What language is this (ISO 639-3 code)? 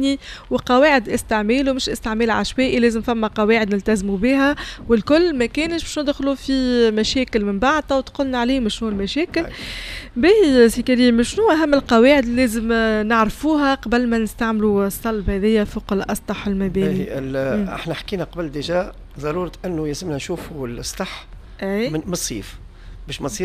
aeb